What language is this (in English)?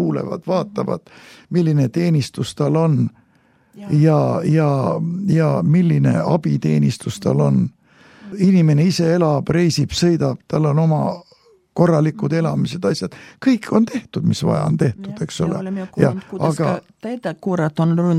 Estonian